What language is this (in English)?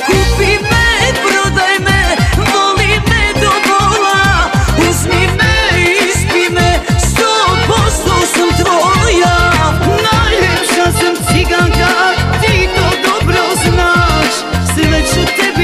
Croatian